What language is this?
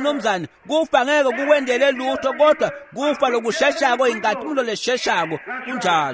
Swati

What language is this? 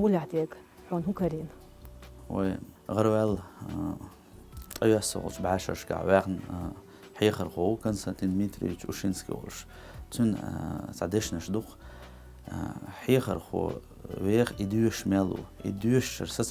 Chechen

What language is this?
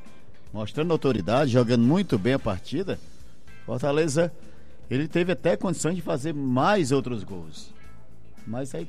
Portuguese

